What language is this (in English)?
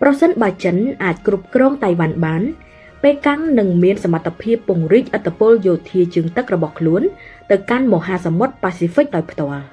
Khmer